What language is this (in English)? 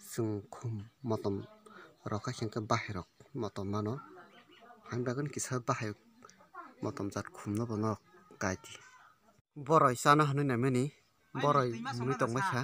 Kok Borok